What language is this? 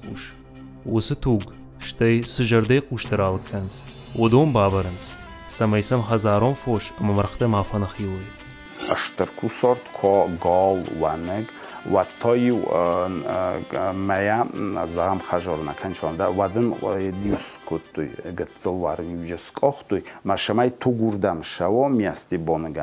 Ossetic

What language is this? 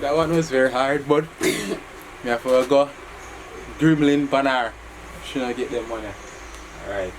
Jamaican Creole English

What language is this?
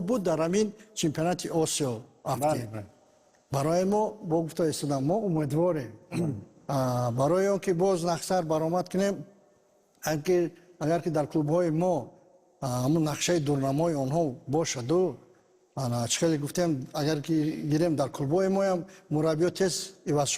Tajik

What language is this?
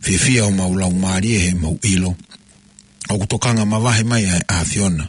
Tongan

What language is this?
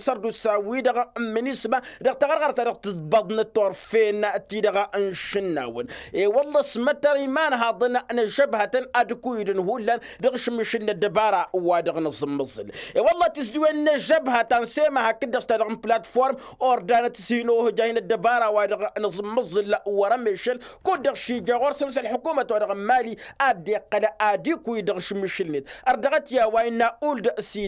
Tamasheq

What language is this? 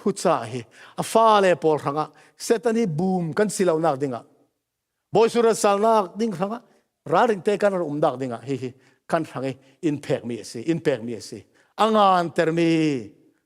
Falam Chin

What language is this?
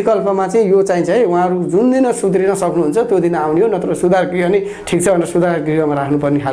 Nepali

